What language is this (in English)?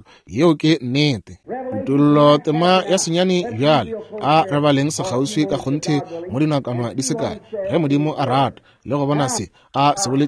Northern Sotho